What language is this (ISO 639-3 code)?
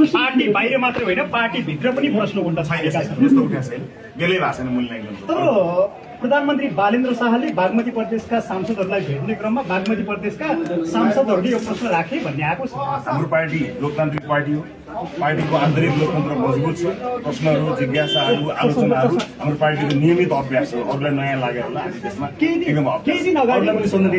nep